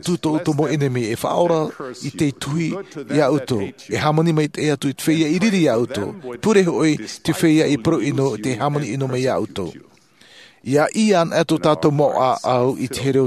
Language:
Tahitian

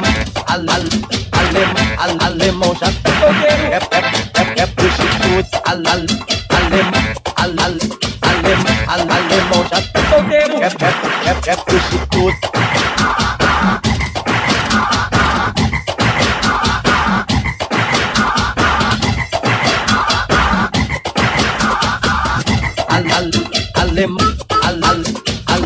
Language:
Portuguese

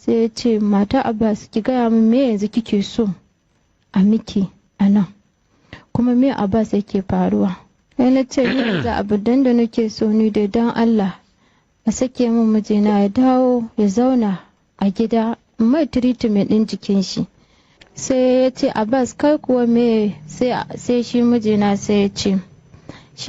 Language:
Hausa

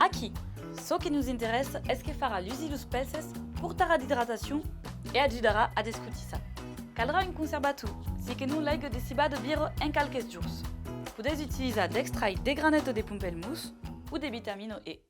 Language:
Occitan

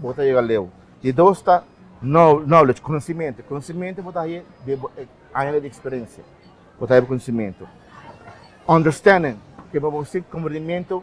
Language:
Papiamento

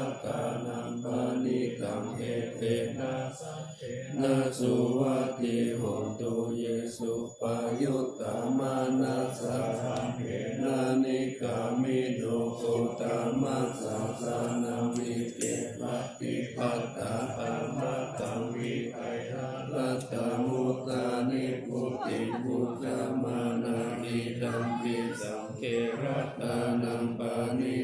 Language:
Pali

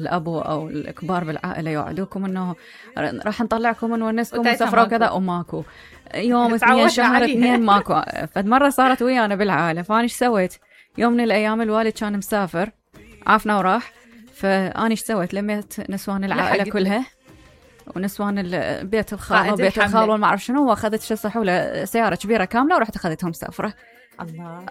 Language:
Mesopotamian Arabic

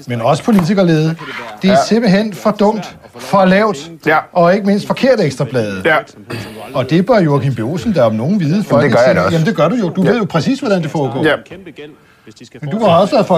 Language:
Danish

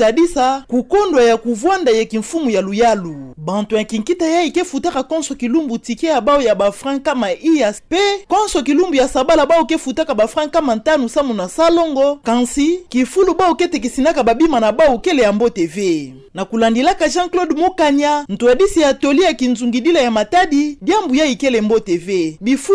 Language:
Kituba (Democratic Republic of Congo)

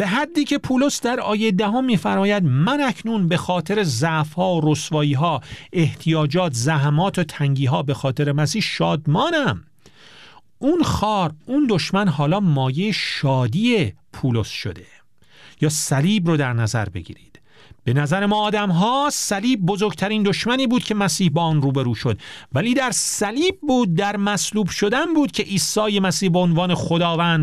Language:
Persian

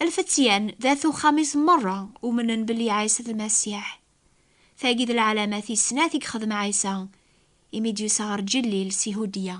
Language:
Kabyle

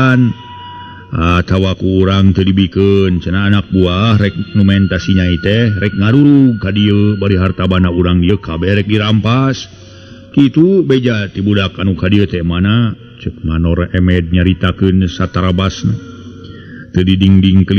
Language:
Sundanese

